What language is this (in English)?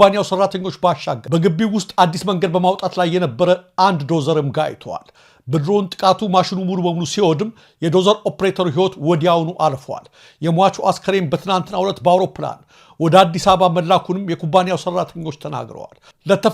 Amharic